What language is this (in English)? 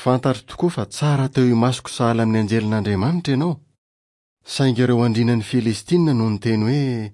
Malagasy